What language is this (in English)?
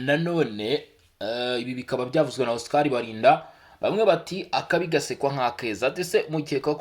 Kinyarwanda